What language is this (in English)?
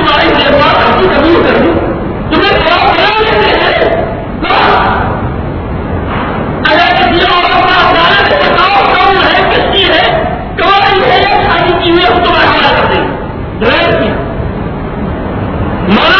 Urdu